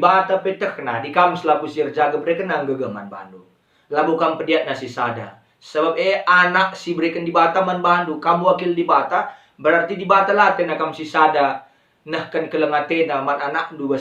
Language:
Batak Karo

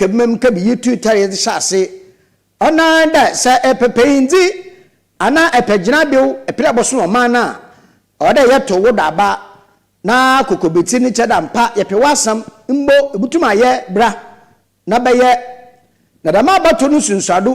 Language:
Akan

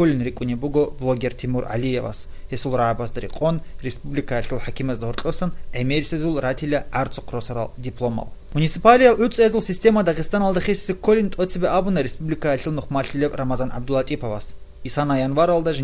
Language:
Avaric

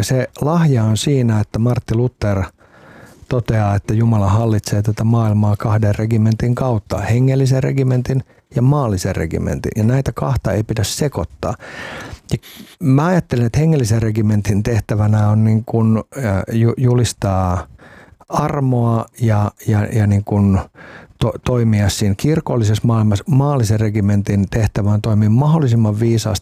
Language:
Finnish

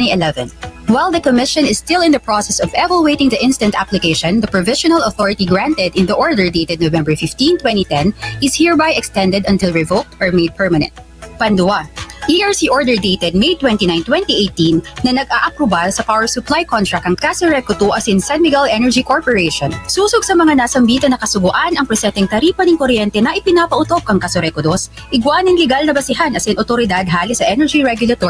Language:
Bikol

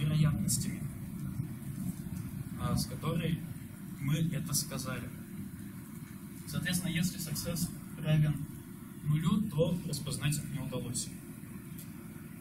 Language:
Russian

